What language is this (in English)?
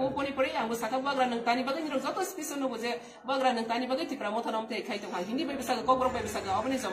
Riang (India)